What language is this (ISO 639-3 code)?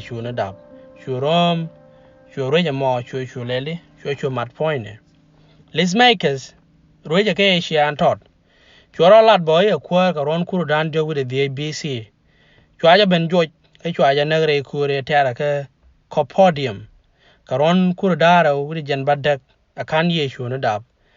nus